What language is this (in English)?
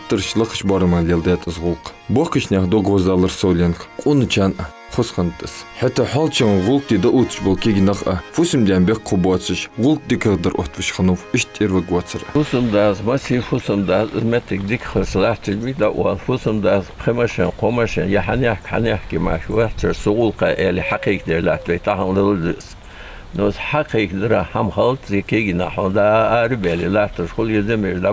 Ingush